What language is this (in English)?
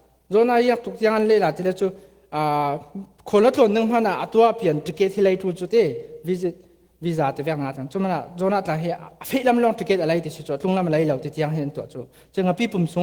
Falam Chin